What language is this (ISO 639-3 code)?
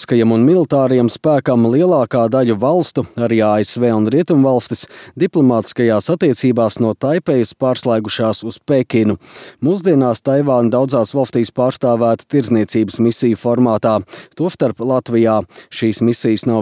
lav